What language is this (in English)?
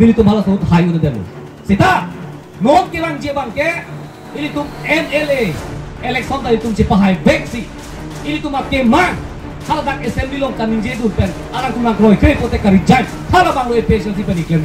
Karbi